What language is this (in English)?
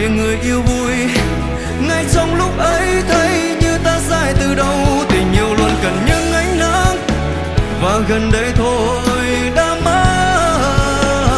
Vietnamese